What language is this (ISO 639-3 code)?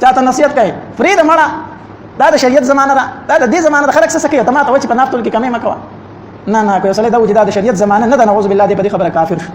pus